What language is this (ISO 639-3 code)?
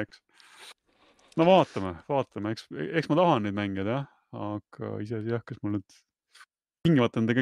est